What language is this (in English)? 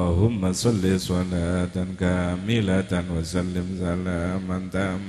Madurese